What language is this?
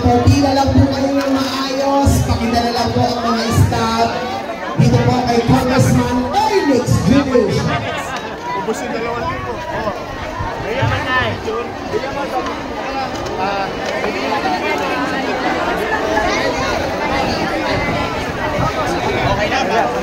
Filipino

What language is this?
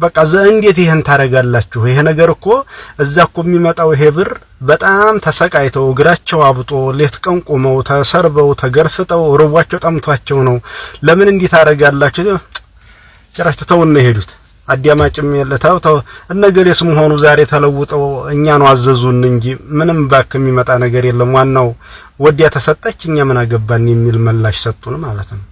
Amharic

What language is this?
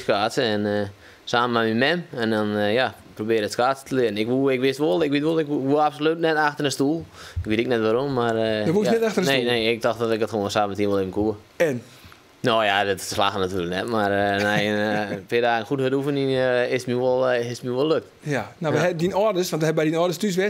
Western Frisian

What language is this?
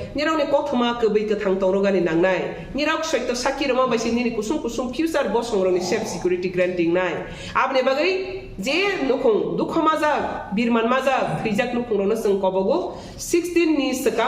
Kok Borok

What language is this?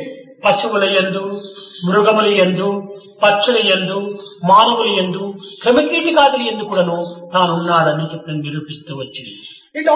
Telugu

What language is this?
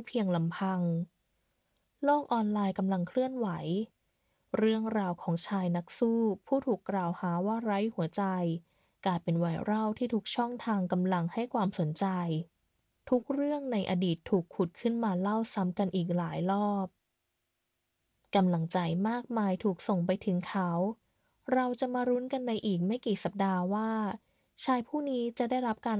Thai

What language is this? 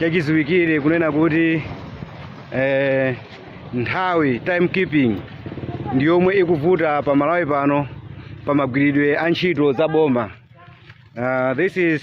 Nyanja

